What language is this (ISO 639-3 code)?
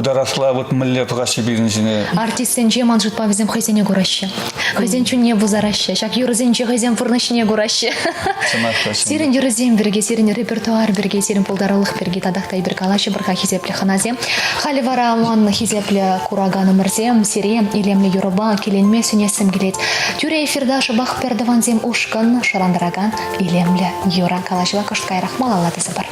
chv